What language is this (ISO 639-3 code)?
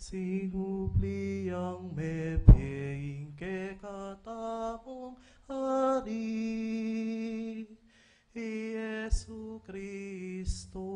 pam